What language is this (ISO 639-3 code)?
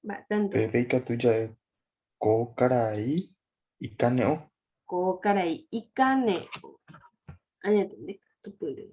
grn